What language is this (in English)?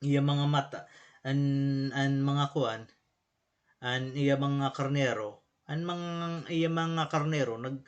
Waray